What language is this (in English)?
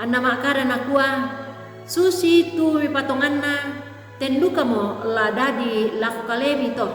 Toraja-Sa'dan